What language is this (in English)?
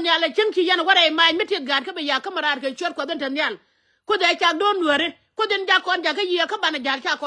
Nuer